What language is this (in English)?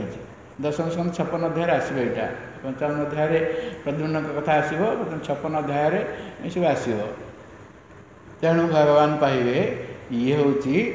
Odia